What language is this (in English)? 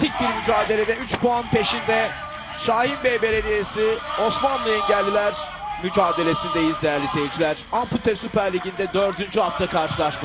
Turkish